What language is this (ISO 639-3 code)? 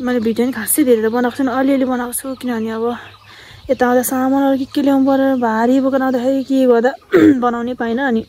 nep